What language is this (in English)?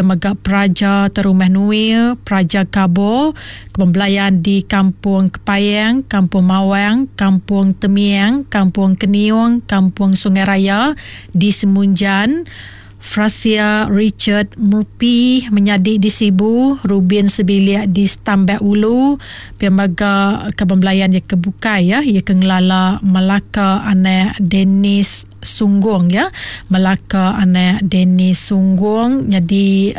Iban